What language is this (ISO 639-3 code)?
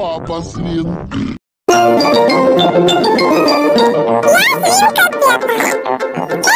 rus